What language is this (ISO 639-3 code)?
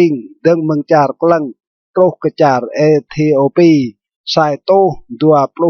rad